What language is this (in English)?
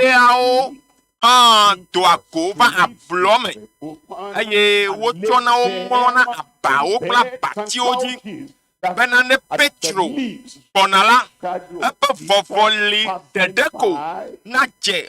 Ewe